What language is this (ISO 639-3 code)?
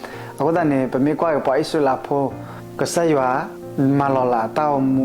ksw